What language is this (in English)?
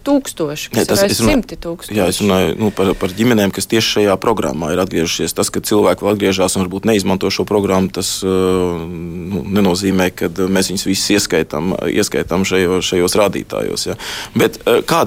Latvian